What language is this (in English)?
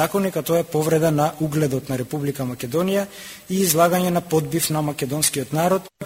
Macedonian